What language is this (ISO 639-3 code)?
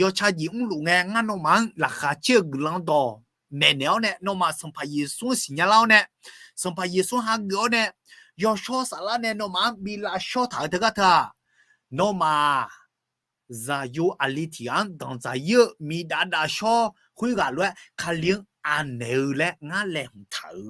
ahk